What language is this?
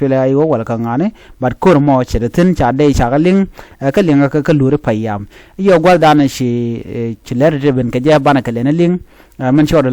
Nuer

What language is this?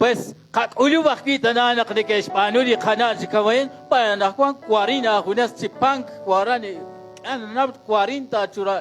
Kekchí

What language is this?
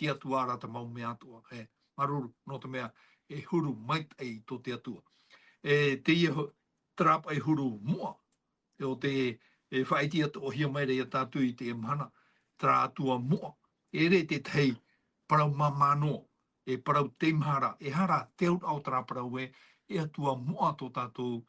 Tahitian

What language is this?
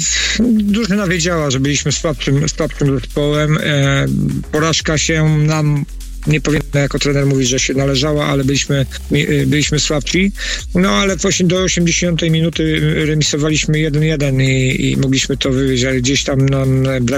Polish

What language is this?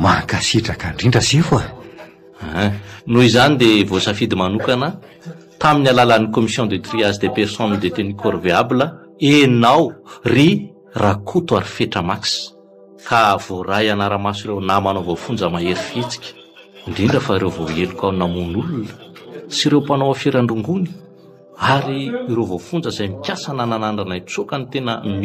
Malagasy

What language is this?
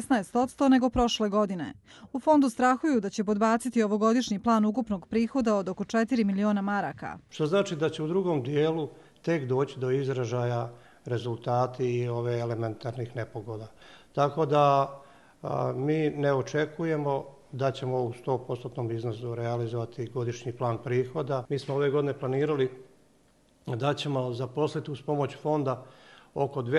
Bosnian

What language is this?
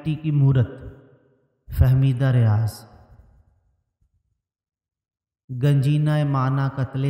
Urdu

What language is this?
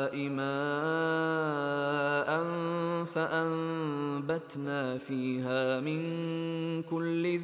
Arabic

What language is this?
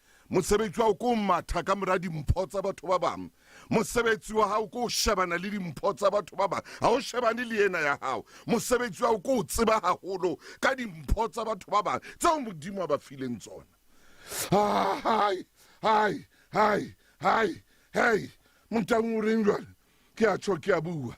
Southern Sotho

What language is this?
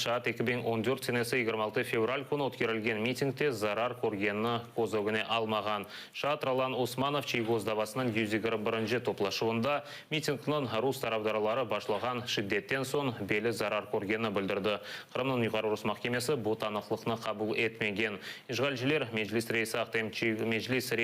Crimean Tatar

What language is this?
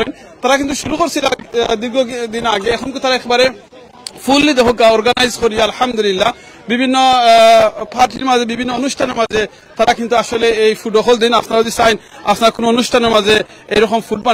Sylheti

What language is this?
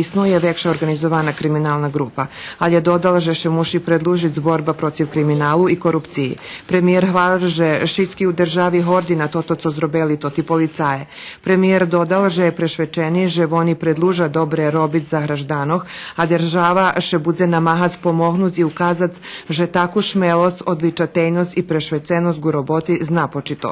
Rusyn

